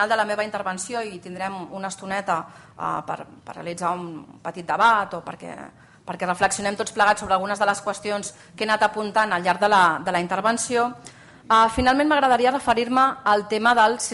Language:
Catalan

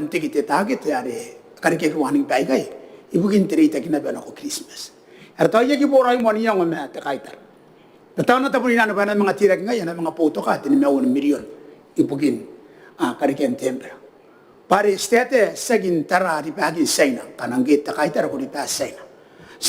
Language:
Gilbertese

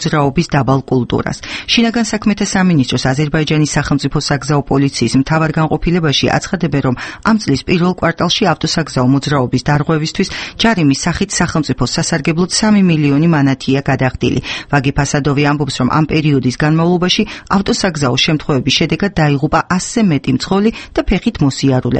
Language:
Georgian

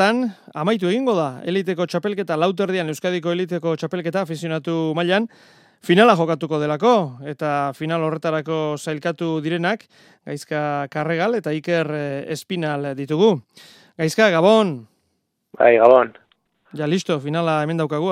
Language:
Basque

